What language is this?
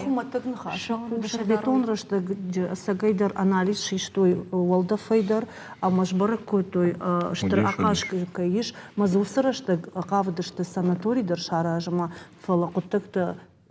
Ossetic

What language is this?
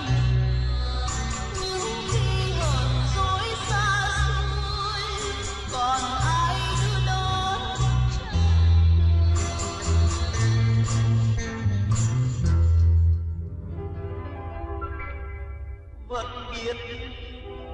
Vietnamese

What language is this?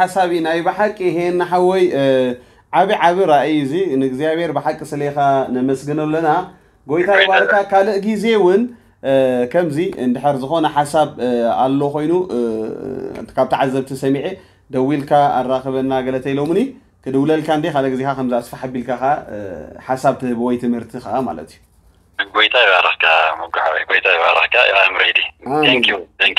Tigrinya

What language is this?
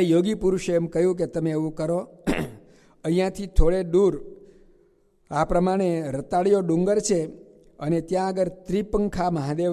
Gujarati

